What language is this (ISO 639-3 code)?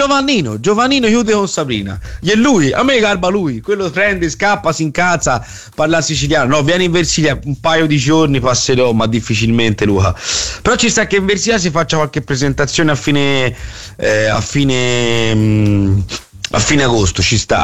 ita